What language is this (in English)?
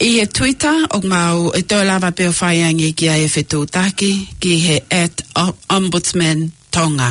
Tongan